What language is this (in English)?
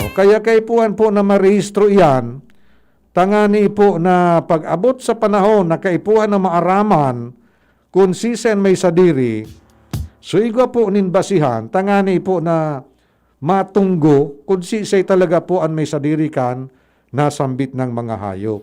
Bikol